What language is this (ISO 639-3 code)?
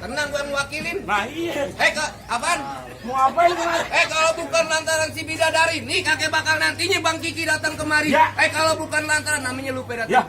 bew